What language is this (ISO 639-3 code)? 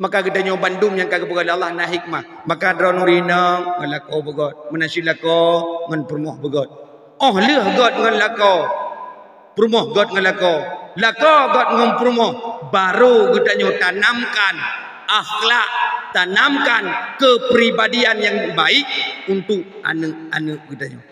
ace